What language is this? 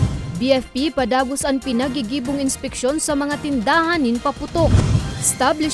Bikol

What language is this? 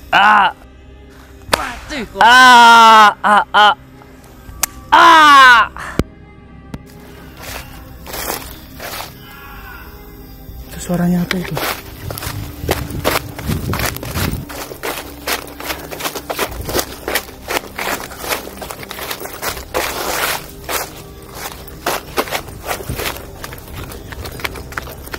Indonesian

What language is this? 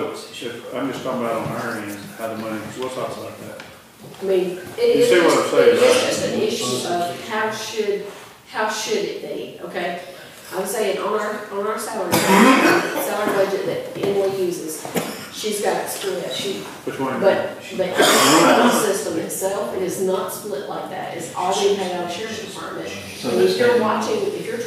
English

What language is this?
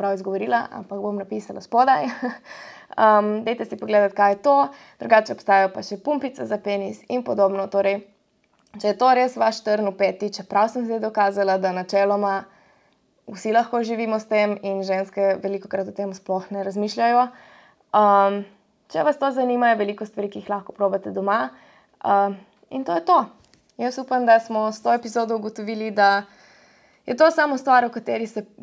Slovenian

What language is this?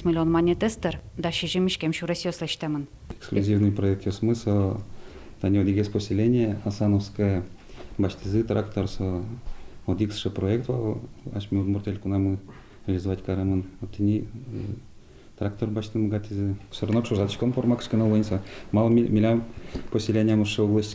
Udmurt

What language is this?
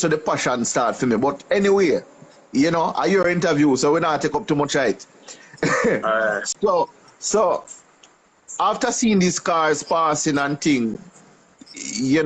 Jamaican Creole English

